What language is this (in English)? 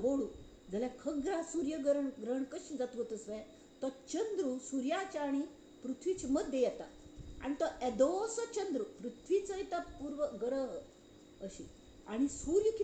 Konkani